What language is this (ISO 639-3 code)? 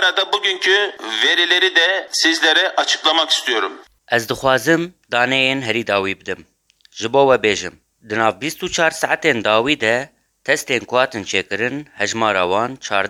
kur